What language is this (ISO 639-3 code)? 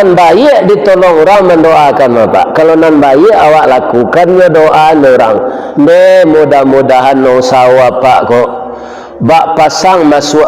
min